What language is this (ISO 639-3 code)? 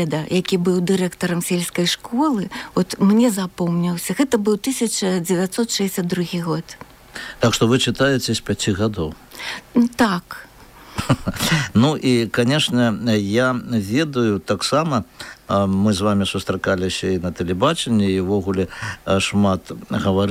bel